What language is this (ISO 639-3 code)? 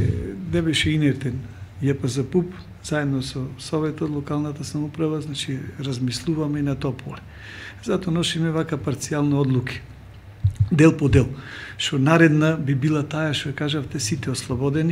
mkd